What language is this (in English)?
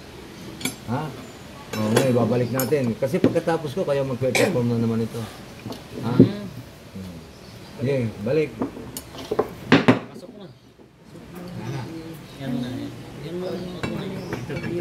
Filipino